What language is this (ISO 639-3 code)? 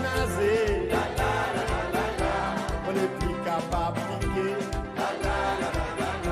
crs